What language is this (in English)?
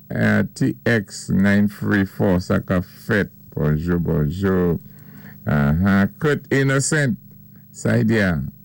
Saint Lucian Creole French